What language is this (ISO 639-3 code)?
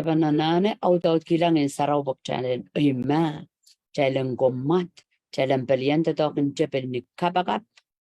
pon